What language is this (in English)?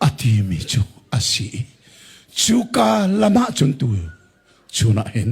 Hakha Chin